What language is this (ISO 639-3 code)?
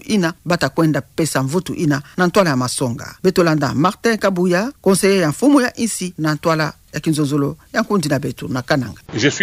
ktu